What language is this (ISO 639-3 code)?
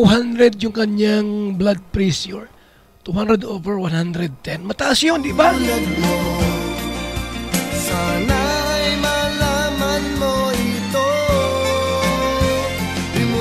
fil